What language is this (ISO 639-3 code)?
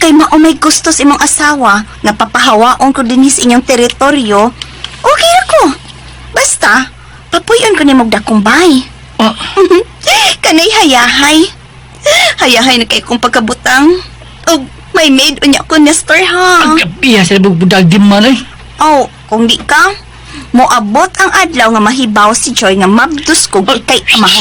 ceb